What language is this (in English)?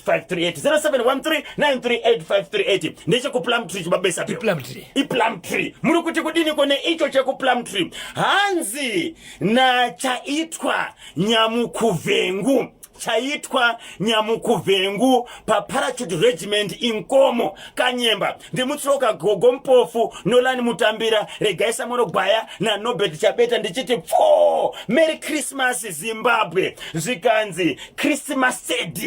Shona